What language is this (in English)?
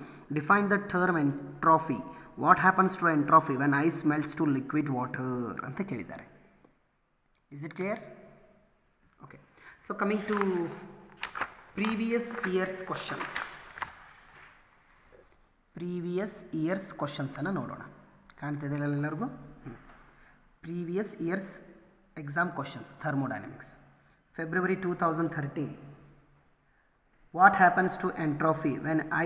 Kannada